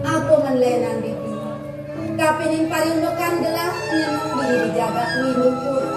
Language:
Balinese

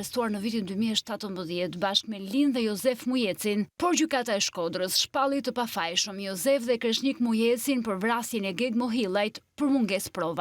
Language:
Albanian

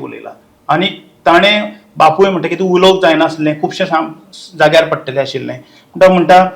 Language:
Konkani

